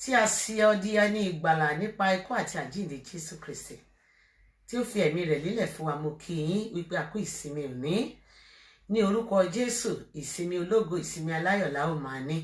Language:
Yoruba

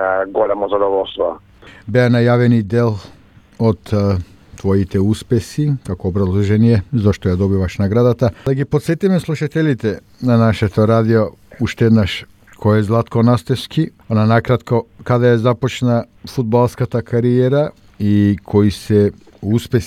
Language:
Macedonian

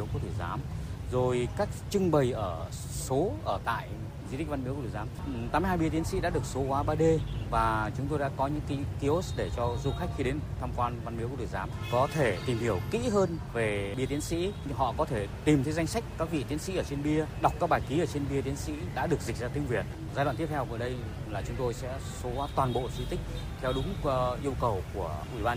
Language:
Vietnamese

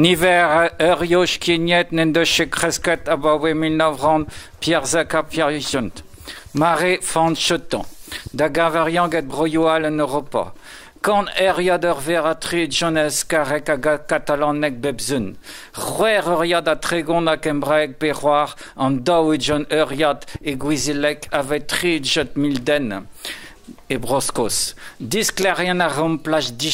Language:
Breton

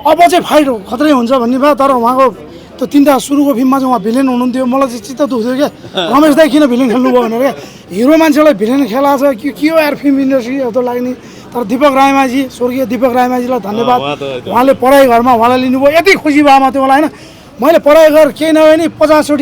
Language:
Nepali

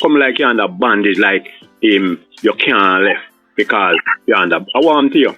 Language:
Jamaican Creole English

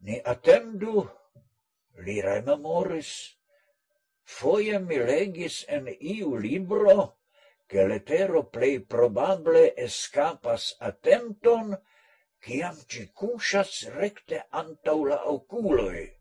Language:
Esperanto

